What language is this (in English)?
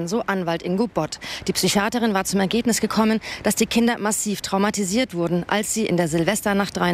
German